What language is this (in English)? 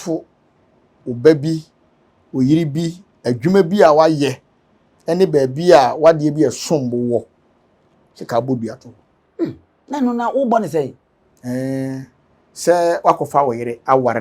Akan